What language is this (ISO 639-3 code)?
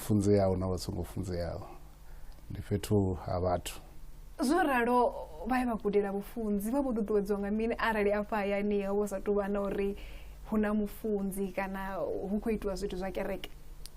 ven